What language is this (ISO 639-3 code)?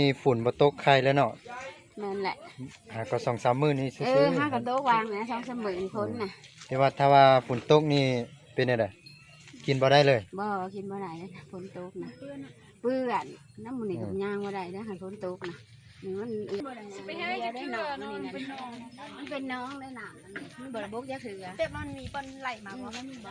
lao